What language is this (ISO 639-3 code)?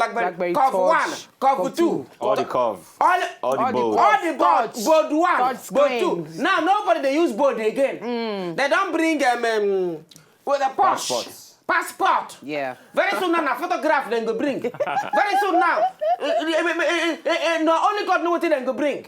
pcm